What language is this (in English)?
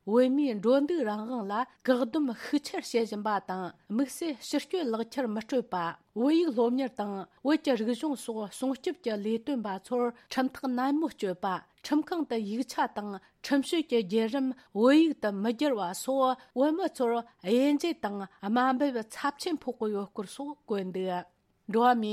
Tibetan